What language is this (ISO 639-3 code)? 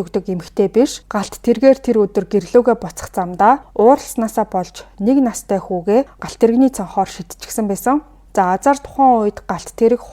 mon